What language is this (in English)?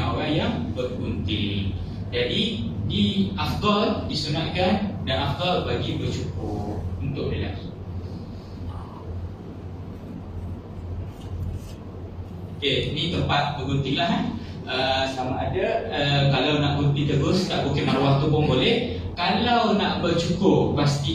Malay